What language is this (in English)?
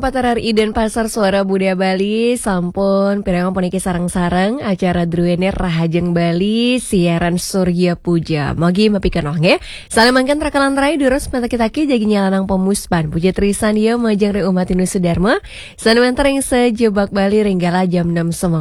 Balinese